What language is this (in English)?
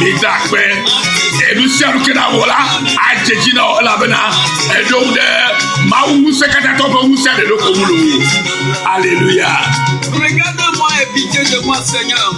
Ewe